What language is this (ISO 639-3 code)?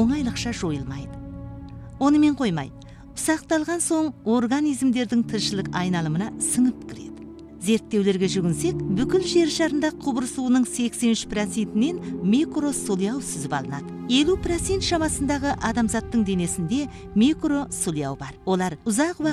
kaz